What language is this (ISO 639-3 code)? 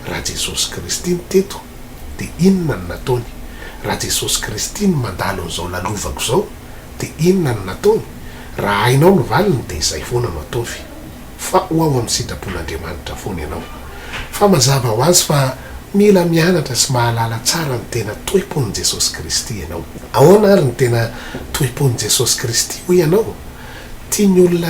mlg